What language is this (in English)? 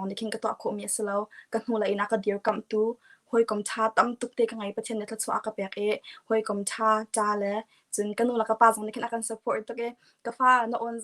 Hakha Chin